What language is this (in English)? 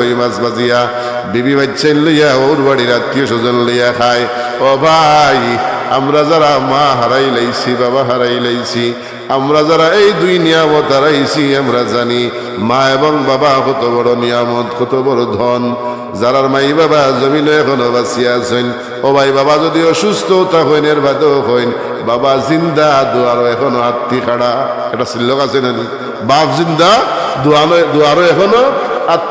Sylheti